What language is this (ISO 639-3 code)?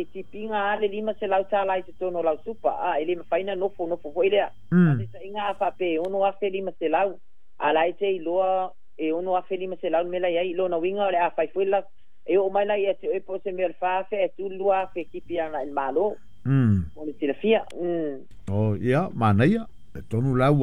smo